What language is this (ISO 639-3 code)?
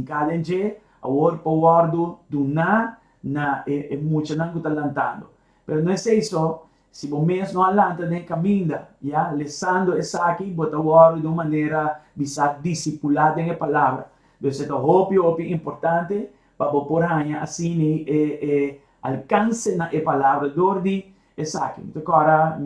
pap